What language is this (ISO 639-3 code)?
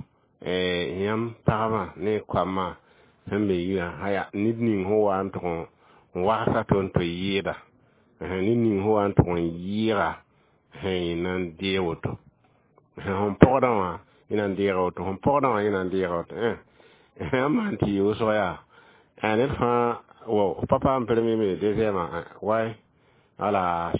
mos